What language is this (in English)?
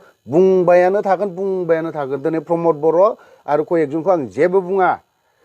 Bodo